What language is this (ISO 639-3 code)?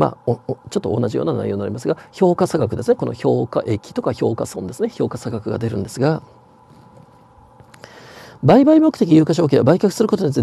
jpn